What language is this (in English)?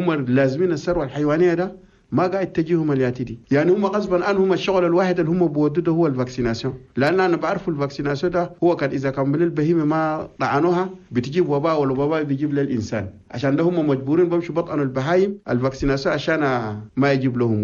Chadian Arabic